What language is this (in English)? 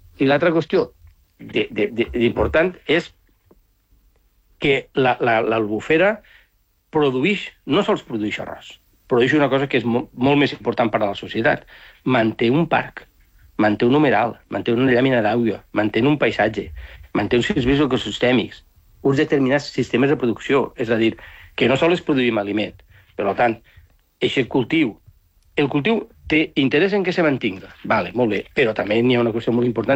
Catalan